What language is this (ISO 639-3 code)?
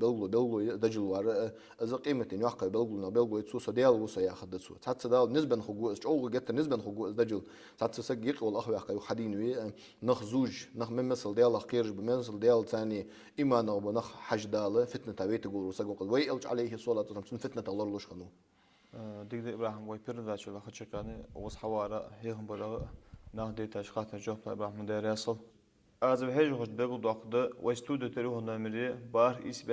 inh